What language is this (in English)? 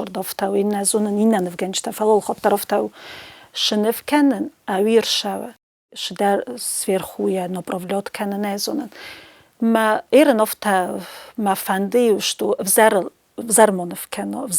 Ossetic